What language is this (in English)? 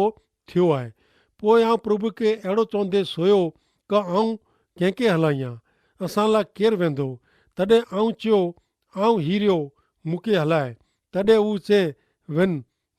Kachhi